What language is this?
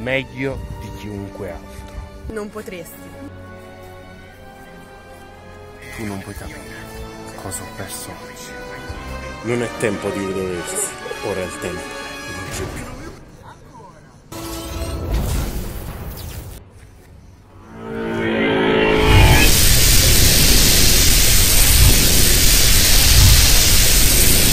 Italian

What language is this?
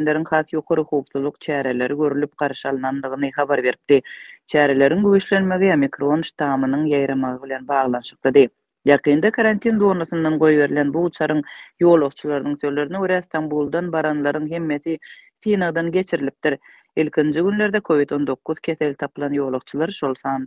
Turkmen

